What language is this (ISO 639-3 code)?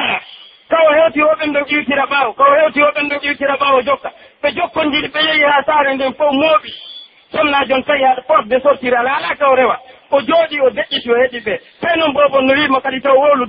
fuf